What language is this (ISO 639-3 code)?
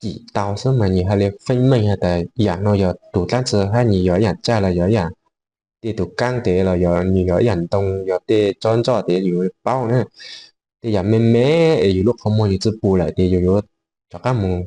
hmn